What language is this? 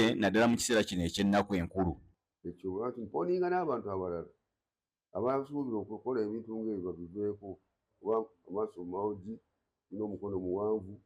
Ganda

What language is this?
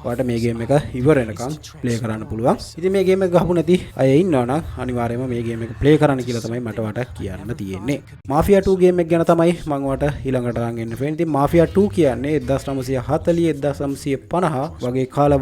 Sinhala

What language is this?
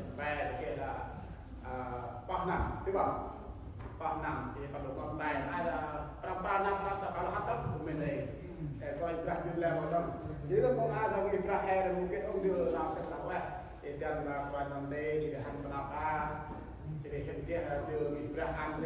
Central Mnong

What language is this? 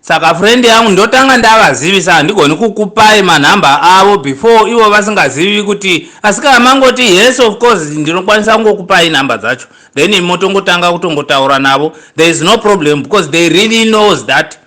Shona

